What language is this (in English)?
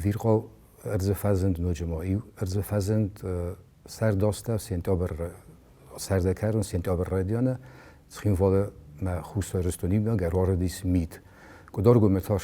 Ossetic